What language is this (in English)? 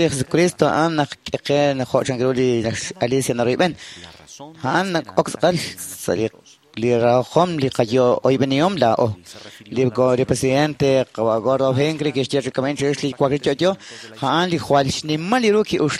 Kekchí